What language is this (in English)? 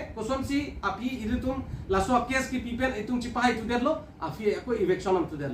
Karbi